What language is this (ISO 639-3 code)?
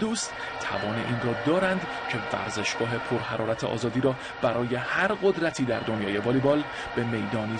fas